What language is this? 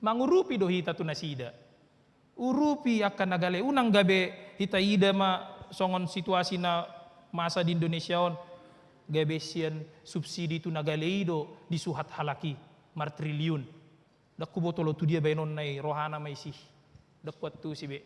Batak Toba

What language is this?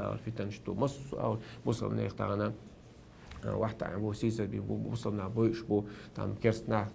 Chechen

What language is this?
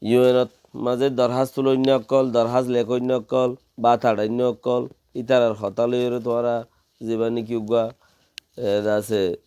Rohingya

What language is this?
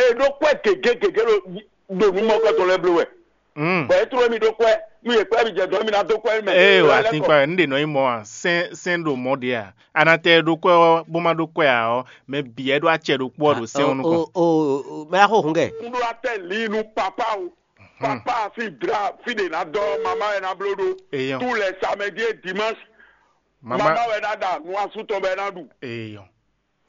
Fon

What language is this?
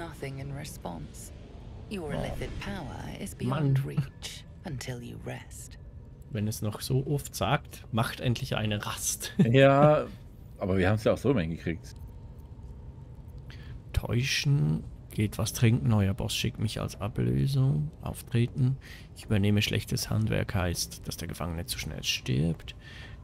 German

